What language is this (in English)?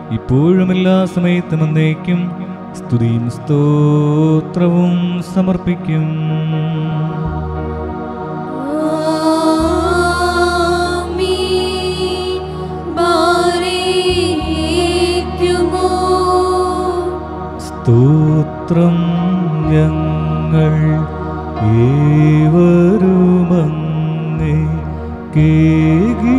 Malayalam